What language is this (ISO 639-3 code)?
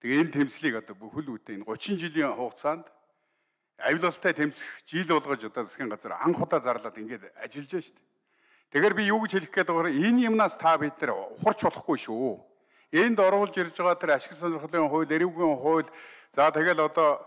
mon